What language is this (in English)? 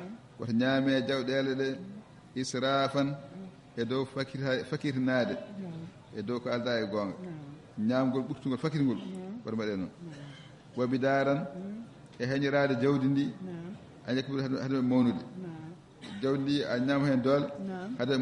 Fula